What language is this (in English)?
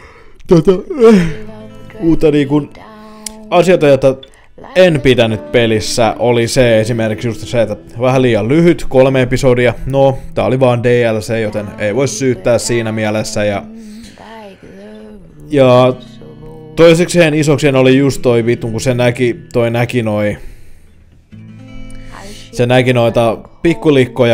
Finnish